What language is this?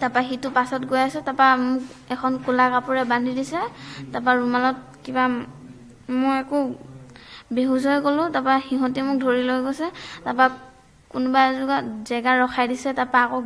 Assamese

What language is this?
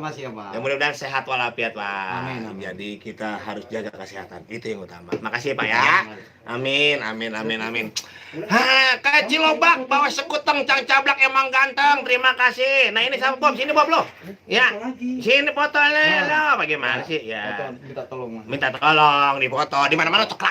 Betawi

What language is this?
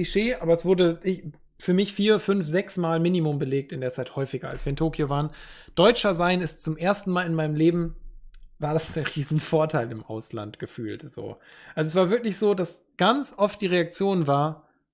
German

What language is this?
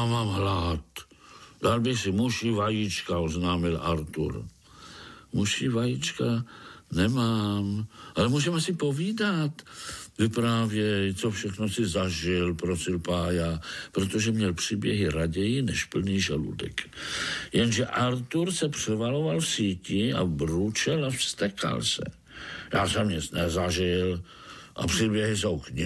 Czech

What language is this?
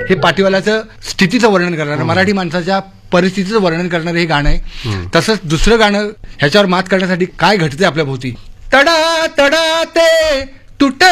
Marathi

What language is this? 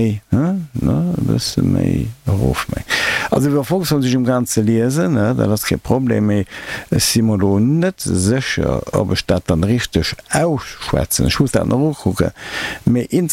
Luxembourgish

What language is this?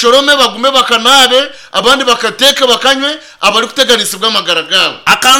Nyankole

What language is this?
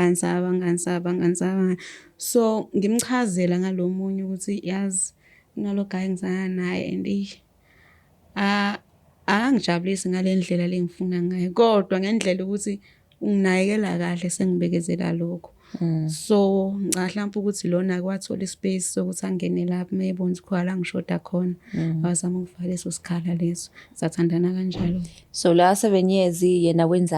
Zulu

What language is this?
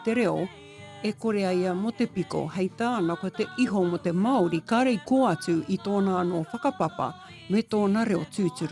Māori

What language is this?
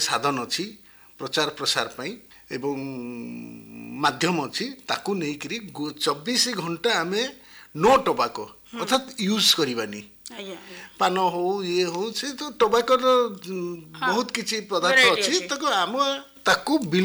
Odia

